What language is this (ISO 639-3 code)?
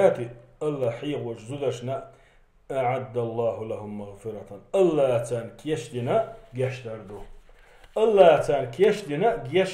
che